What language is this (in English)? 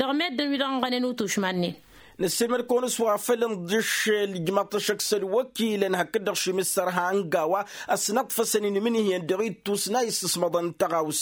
Tamasheq